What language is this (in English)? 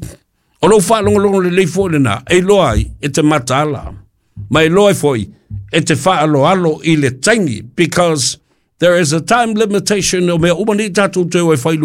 Samoan